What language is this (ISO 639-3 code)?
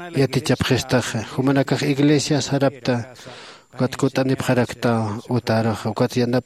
aym